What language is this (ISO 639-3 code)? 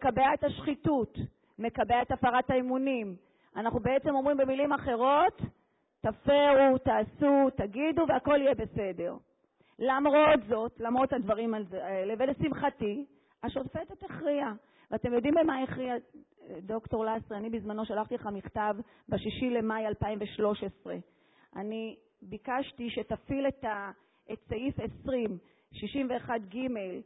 heb